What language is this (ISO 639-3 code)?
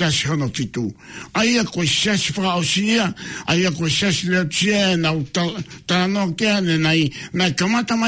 ton